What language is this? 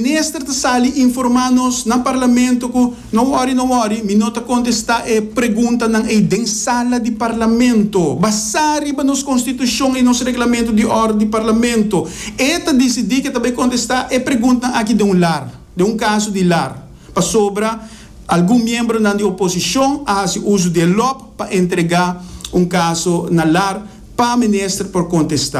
Papiamento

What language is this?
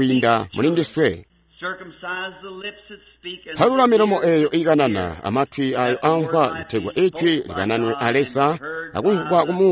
Tonga (Zambia)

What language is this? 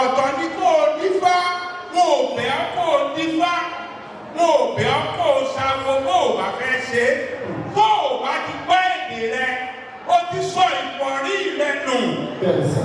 Yoruba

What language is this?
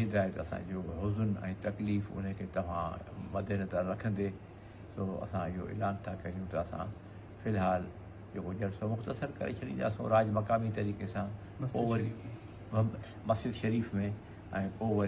Sindhi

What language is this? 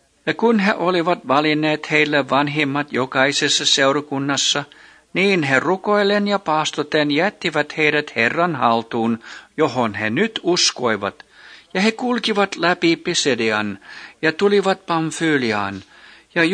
Finnish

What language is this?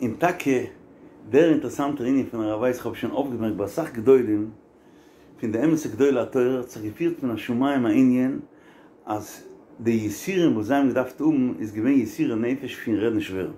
Yiddish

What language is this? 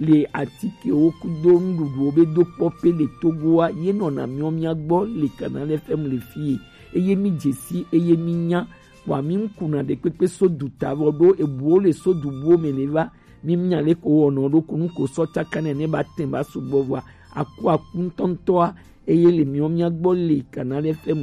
Gen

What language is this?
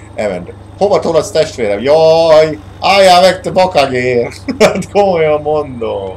Hungarian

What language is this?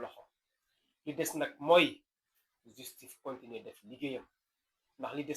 Wolof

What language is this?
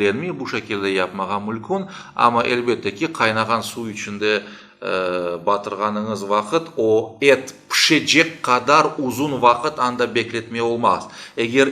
Crimean Tatar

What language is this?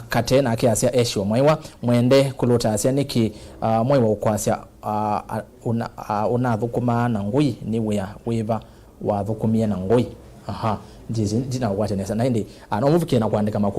Kamba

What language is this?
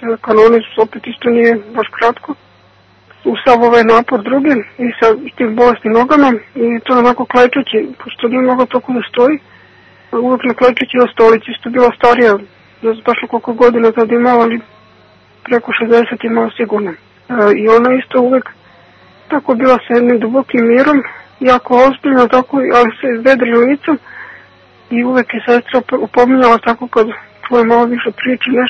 Serbian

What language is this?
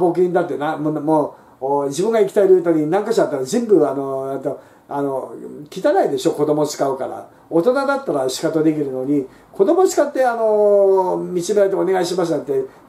Japanese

